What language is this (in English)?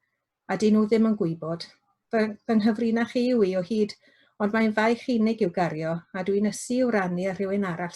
Welsh